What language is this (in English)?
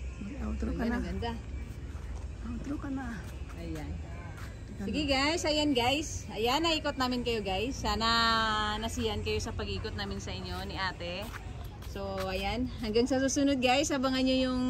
Filipino